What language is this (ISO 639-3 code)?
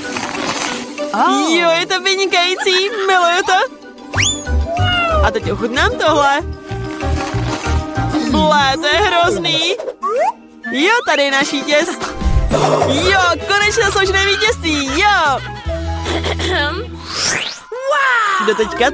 ces